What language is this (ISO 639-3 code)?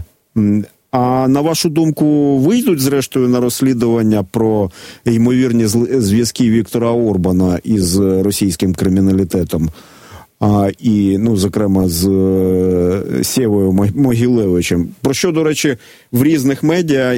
ukr